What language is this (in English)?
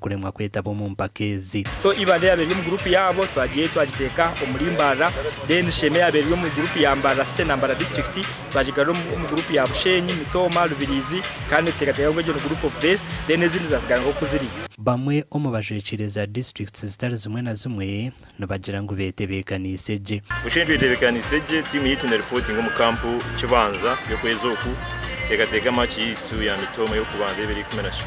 Nyankole